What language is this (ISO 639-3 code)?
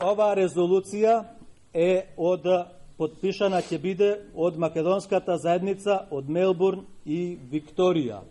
mkd